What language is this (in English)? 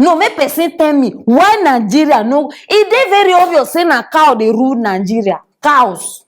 Nigerian Pidgin